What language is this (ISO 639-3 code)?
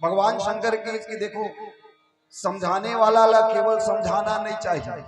hne